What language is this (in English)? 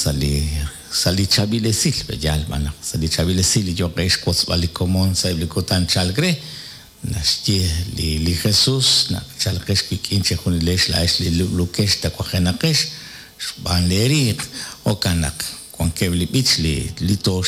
Kekchí